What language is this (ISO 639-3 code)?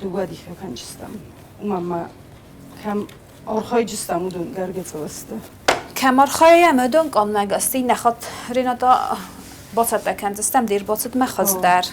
oss